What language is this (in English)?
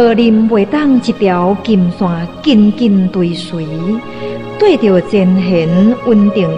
Min Nan Chinese